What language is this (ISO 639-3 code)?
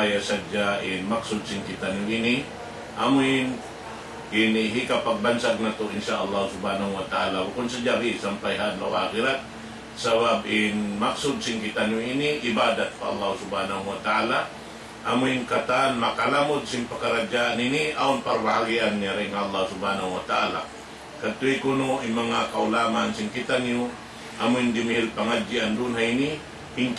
tsg